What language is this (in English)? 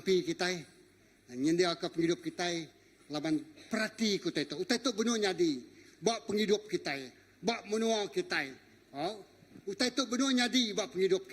Iban